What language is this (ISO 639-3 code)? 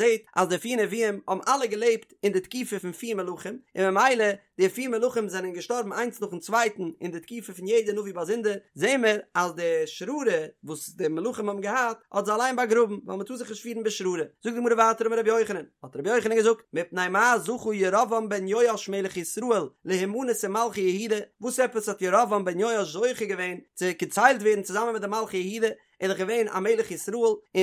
yid